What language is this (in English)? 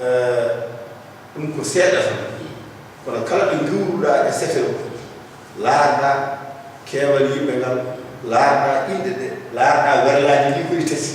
Fula